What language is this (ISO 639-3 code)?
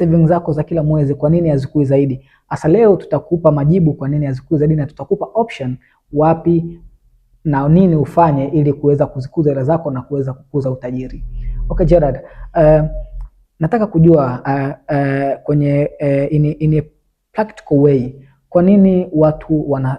swa